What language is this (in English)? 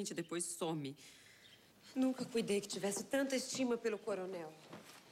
Portuguese